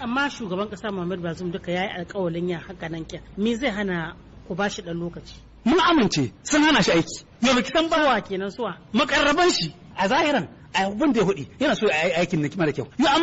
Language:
Hausa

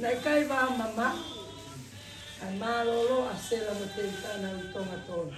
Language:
Tongan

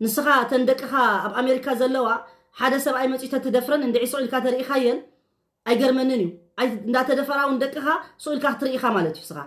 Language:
Tigrinya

